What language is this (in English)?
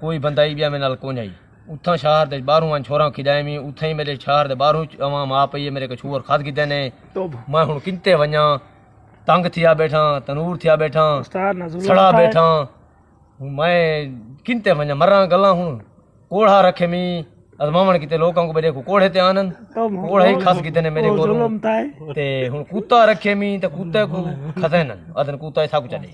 Saraiki